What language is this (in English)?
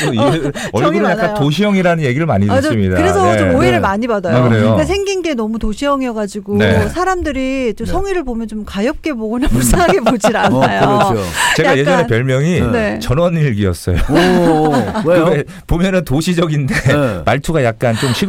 Korean